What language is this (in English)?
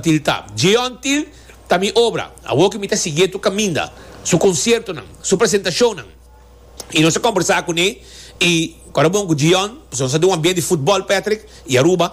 Papiamento